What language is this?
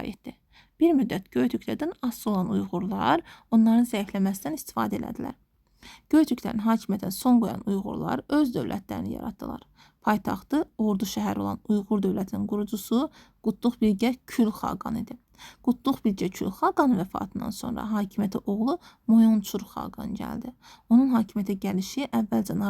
Azerbaijani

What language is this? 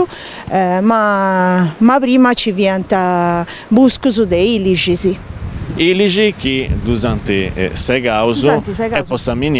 Sardinian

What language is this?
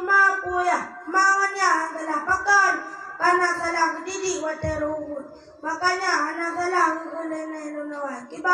Achinese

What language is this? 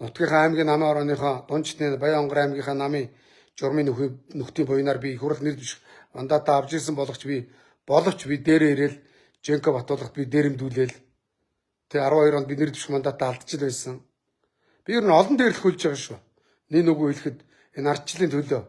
Mongolian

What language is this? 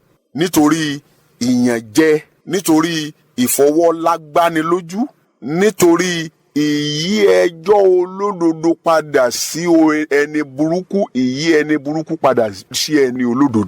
Yoruba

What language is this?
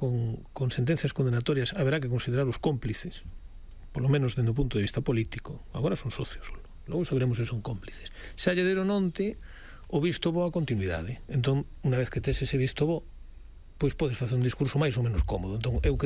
Galician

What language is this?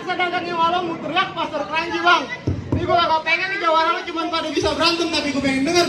Betawi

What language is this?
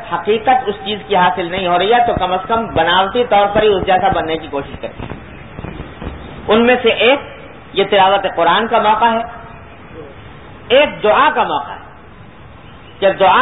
Urdu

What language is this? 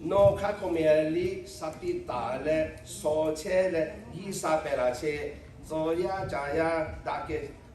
Lahu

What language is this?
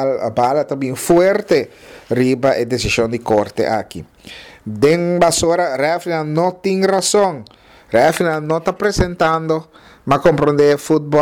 Papiamento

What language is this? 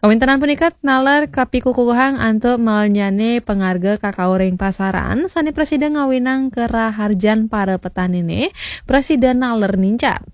Balinese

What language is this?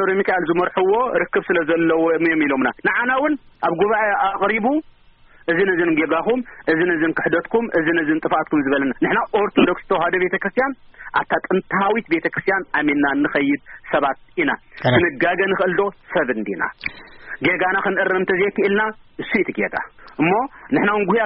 Tigrinya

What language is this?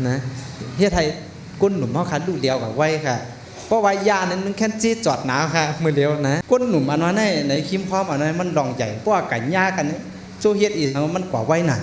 Shan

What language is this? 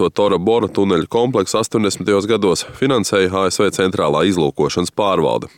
Latvian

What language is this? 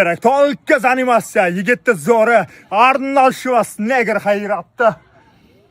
Uzbek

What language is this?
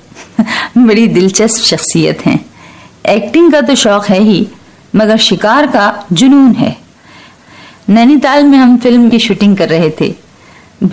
Hindi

